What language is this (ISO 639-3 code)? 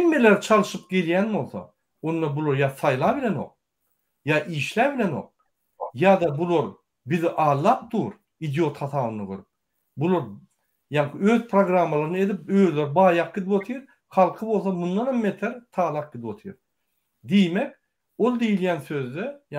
tuk